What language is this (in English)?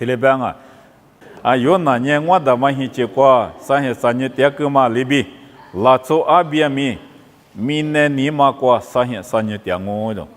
Lisu